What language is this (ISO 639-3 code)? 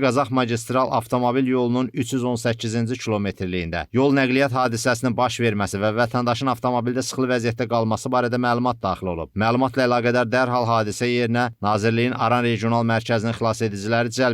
aze